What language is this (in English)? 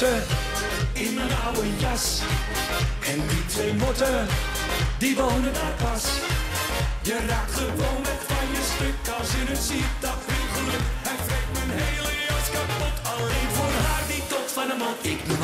Dutch